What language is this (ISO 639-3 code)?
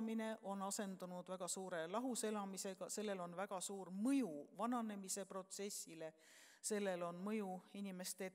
est